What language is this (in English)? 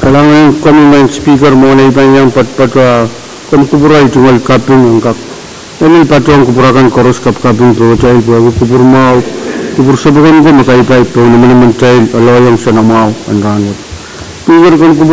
Pohnpeian